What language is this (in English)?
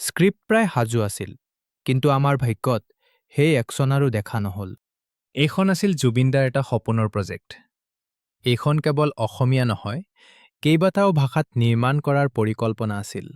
Assamese